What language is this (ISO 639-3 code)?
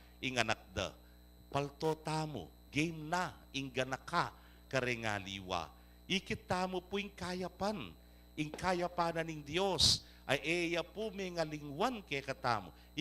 pam